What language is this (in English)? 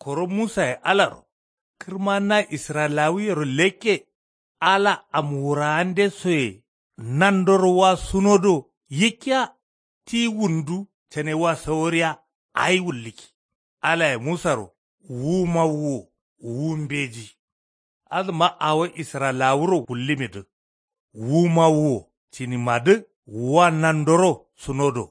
Kanuri